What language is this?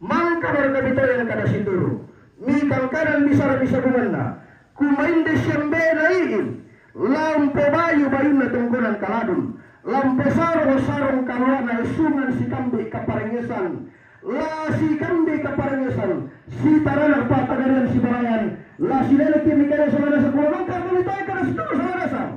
Toraja-Sa'dan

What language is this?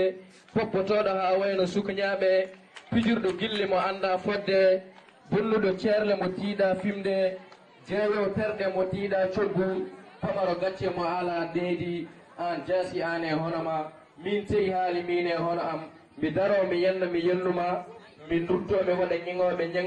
Fula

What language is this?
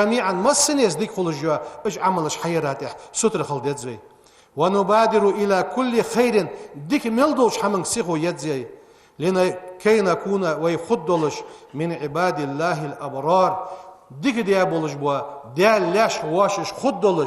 Ingush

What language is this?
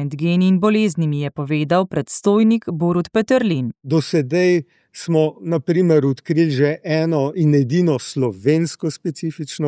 Slovenian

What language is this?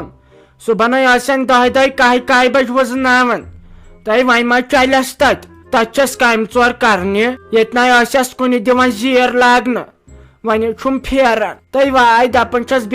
Kashmiri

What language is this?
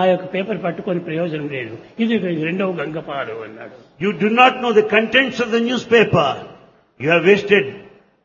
Telugu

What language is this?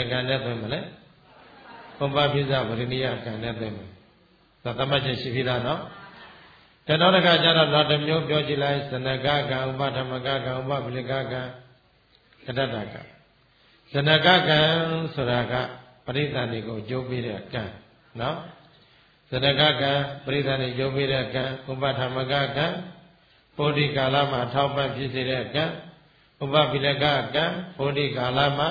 Burmese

